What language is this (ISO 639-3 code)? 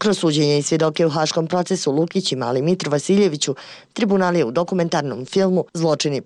srp